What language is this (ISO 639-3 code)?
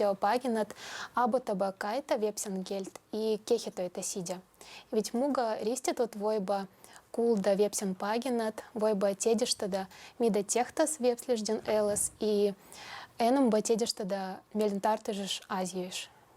vep